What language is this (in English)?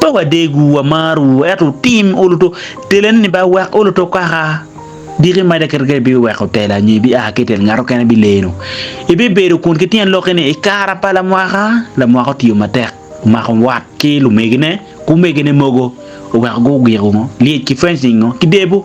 Acoli